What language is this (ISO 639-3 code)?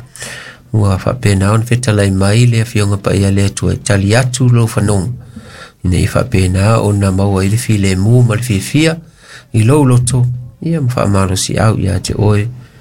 smo